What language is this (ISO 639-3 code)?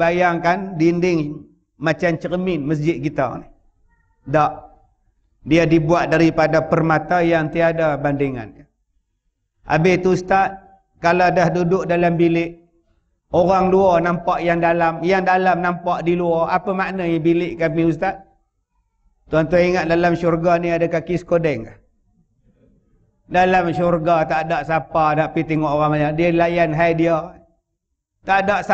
msa